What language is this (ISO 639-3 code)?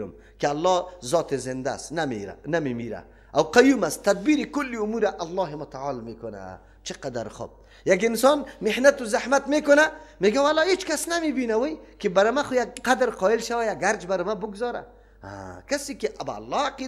fas